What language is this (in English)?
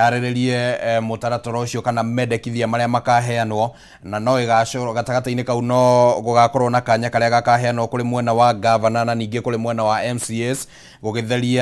Kikuyu